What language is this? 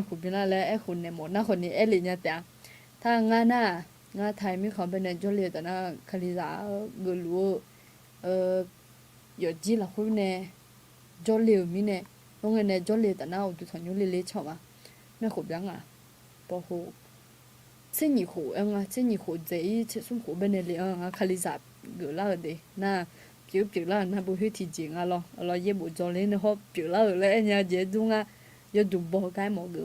Akha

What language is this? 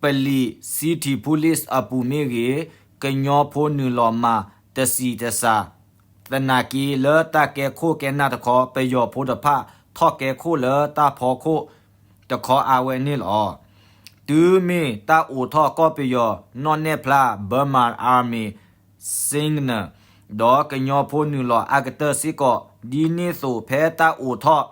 S'gaw Karen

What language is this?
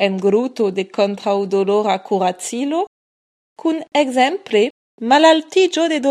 Esperanto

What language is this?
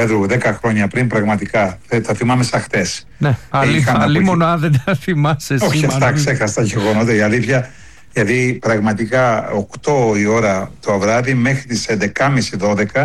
Greek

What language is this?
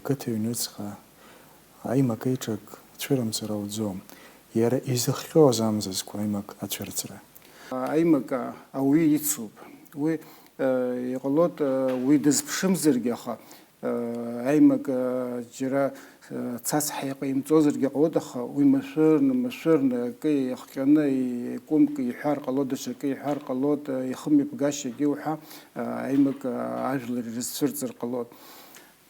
Abkhazian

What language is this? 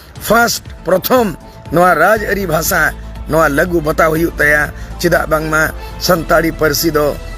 Santali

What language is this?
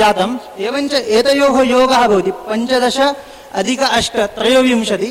Sanskrit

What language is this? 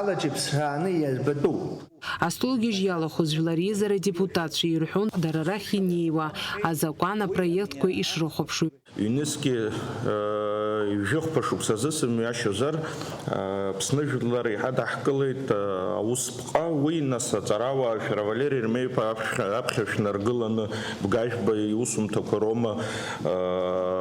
Abkhazian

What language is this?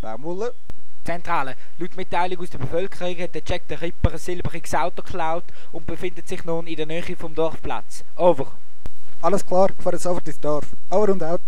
Swiss German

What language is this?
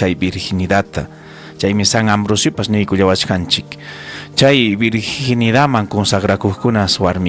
Ayacucho Quechua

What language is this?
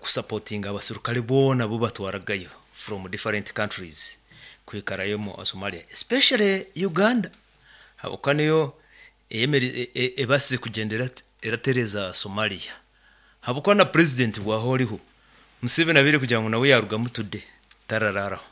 Nyankole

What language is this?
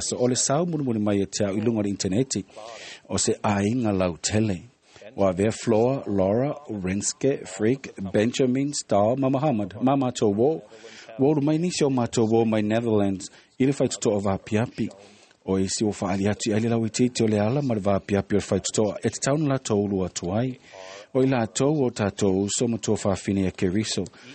Samoan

